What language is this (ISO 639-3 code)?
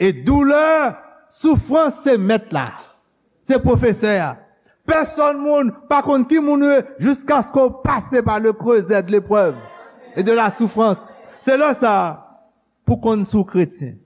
hat